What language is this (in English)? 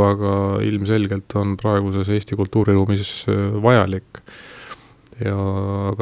Estonian